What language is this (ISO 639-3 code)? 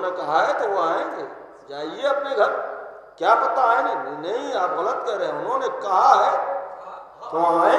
urd